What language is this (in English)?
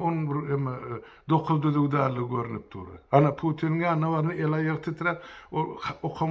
Turkmen